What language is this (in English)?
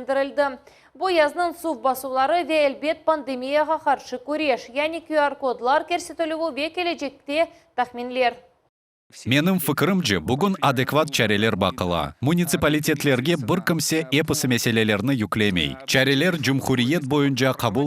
Crimean Tatar